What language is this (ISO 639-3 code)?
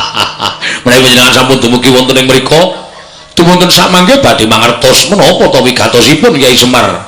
jav